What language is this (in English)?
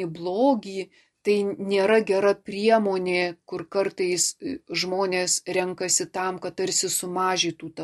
Lithuanian